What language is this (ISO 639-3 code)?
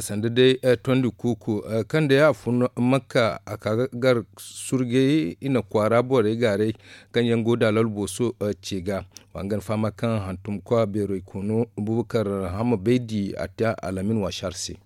dje